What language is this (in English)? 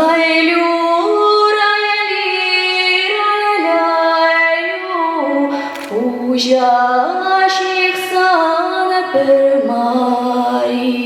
Chuvash